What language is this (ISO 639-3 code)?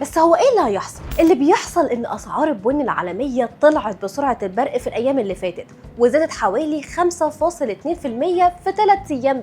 arz